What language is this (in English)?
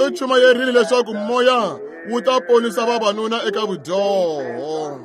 Tsonga